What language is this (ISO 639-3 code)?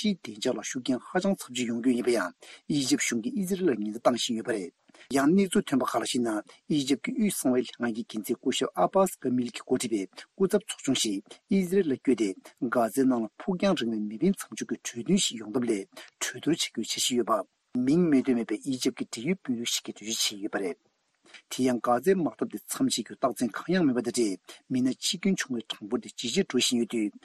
bod